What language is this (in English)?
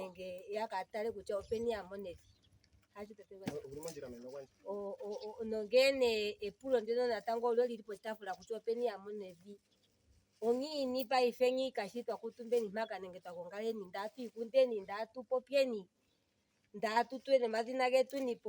Ndonga